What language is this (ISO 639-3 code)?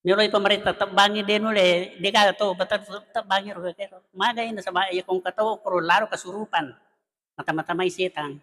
bug